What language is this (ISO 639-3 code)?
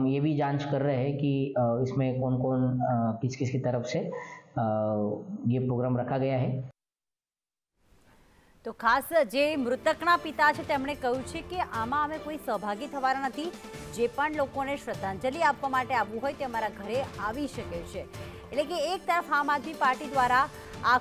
guj